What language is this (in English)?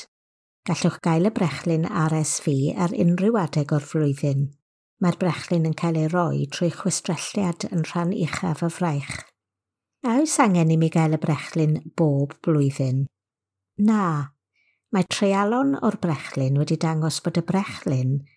Welsh